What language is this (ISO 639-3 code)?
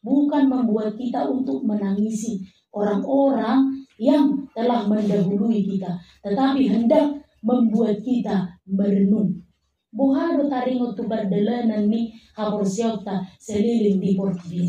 bbc